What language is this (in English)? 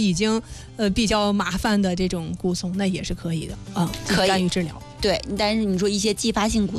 Chinese